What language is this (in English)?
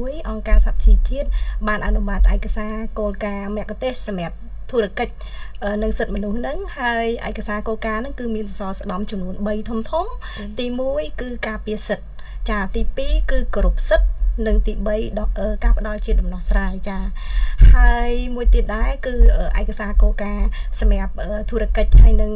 Khmer